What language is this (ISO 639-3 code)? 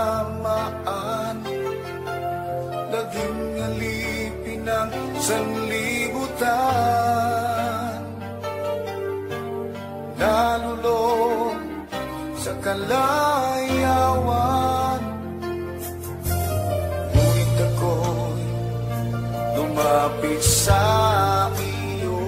fil